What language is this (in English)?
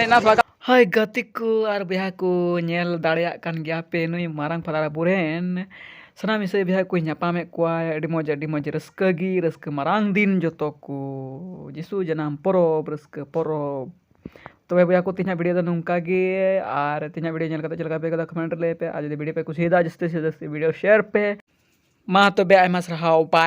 Santali